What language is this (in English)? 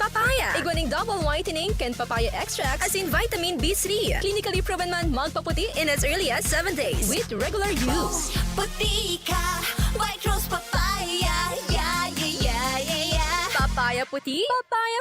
Bikol